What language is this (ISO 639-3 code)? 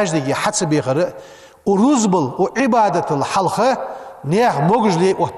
inh